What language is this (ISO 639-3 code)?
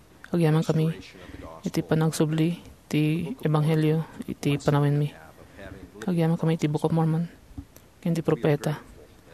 ilo